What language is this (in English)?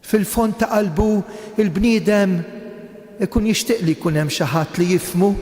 Maltese